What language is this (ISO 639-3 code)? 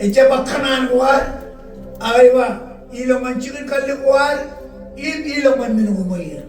mah